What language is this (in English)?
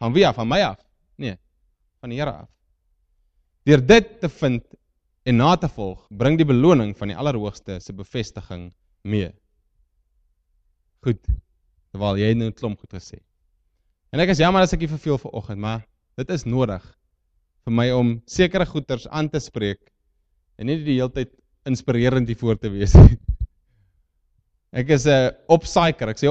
Afrikaans